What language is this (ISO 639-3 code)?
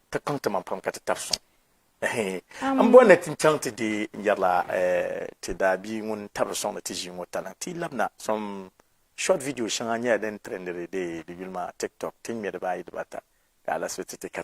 dag